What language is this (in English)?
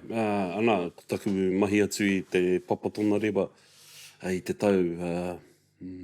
Māori